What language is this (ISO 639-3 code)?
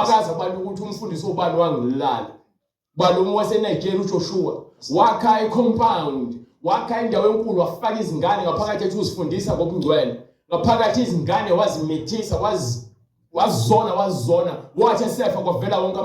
zul